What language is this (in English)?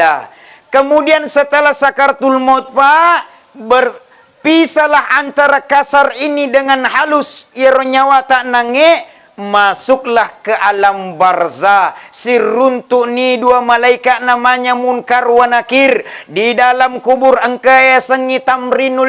Buginese